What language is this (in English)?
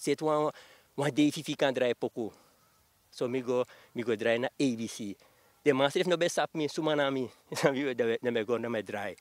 Sranan Tongo